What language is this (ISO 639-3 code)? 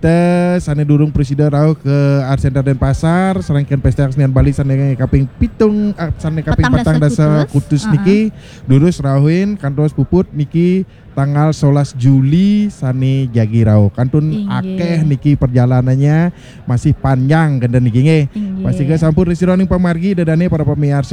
ban